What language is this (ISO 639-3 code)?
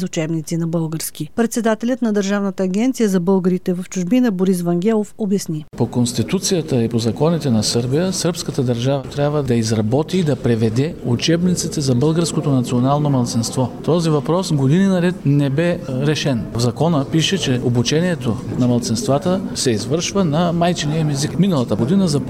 bul